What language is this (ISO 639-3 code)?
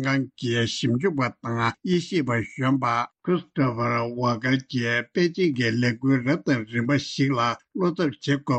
bod